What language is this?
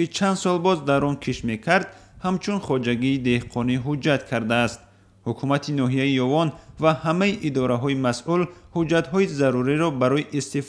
Tajik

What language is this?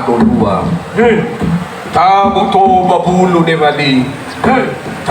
Nias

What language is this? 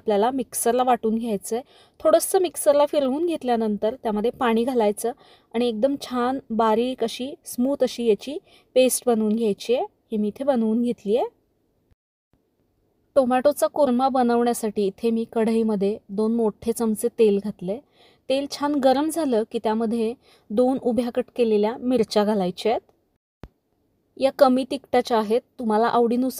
Marathi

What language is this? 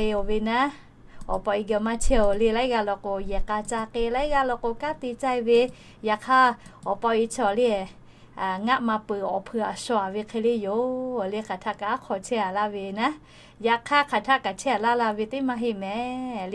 Lahu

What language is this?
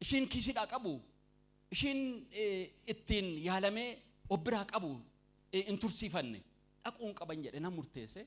Oromo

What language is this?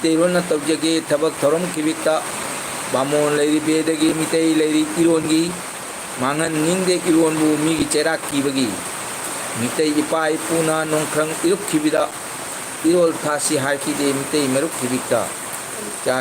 Manipuri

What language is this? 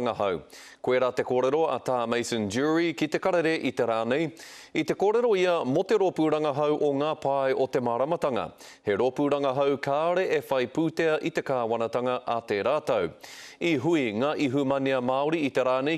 Māori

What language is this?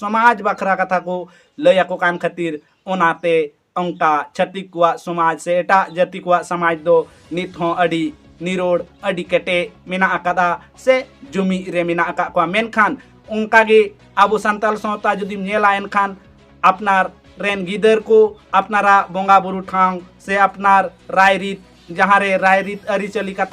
Santali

